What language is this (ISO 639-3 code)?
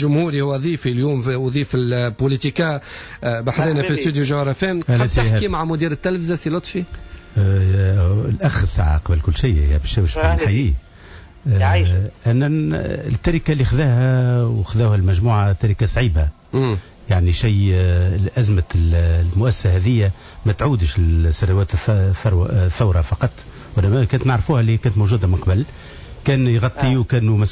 aeb